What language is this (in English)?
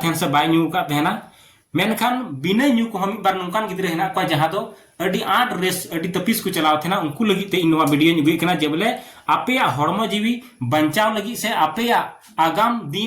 Santali